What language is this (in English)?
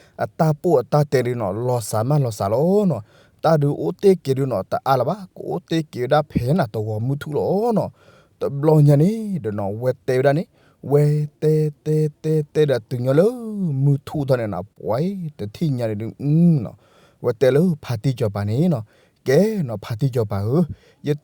S'gaw Karen